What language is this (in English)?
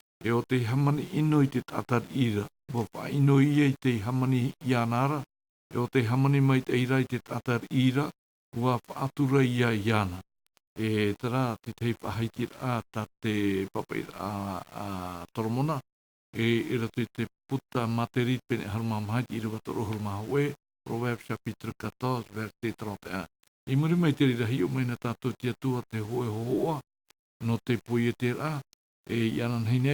Tahitian